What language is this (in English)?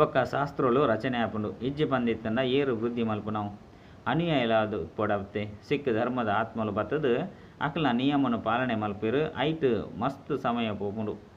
Tulu